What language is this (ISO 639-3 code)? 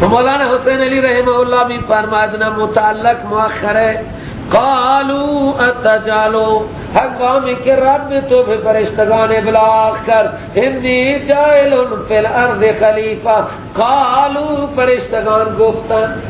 fas